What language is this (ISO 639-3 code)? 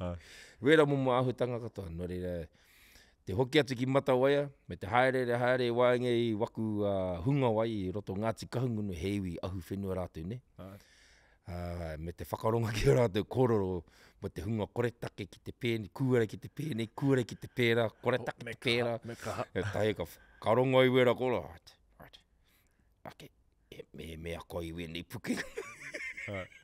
mri